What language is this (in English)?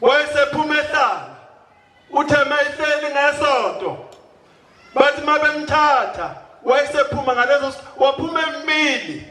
Zulu